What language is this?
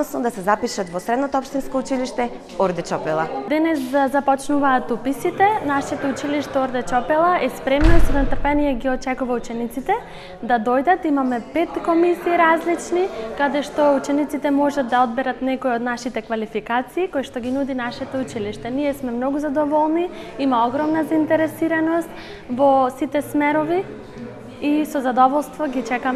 Macedonian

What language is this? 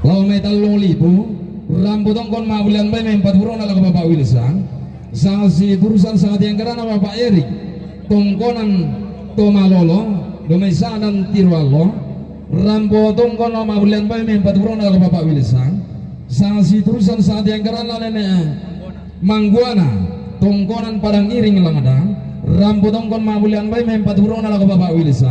Toraja-Sa'dan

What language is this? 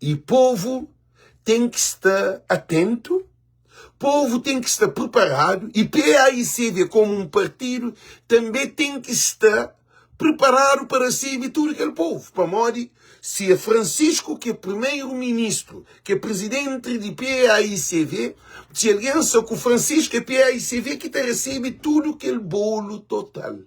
Kabuverdianu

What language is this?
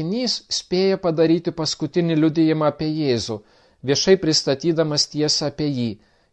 Lithuanian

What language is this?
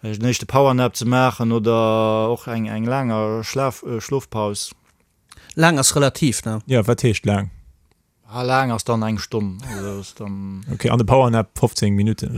Luxembourgish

